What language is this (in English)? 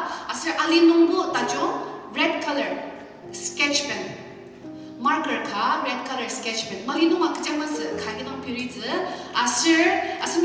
Ao Naga